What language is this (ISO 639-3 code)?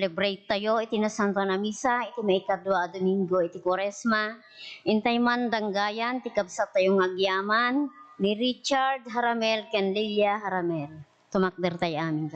ilo